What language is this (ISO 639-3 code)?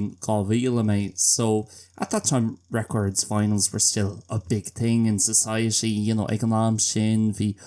gle